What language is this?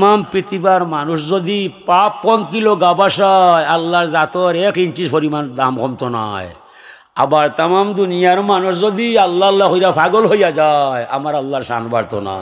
Sylheti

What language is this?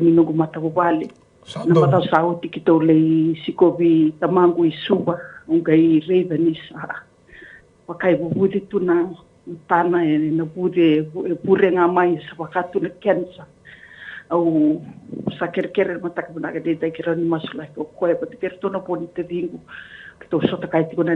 Fijian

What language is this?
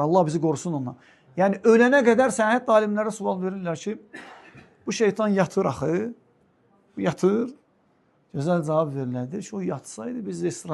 Azerbaijani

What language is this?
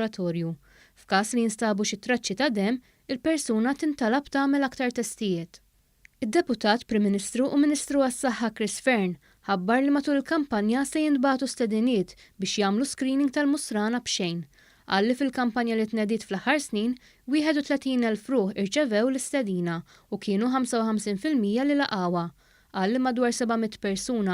Maltese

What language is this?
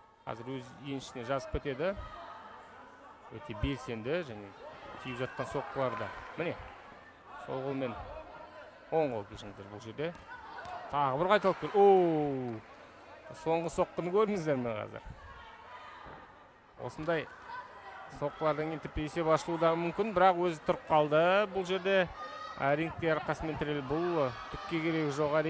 Kazakh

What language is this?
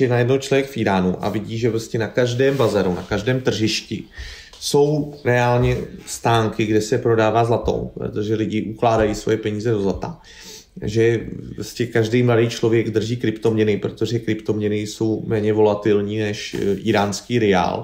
Czech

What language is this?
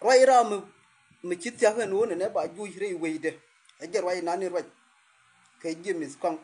Nuer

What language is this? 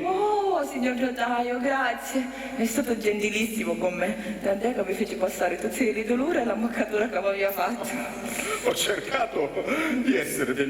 Sicilian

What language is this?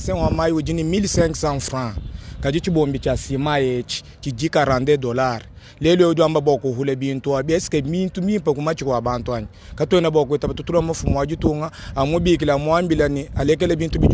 Luba-Lulua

